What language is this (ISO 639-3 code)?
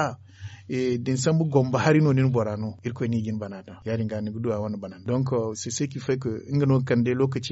dje